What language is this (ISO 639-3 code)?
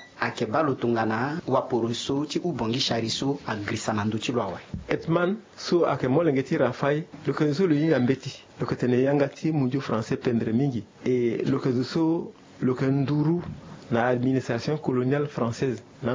sag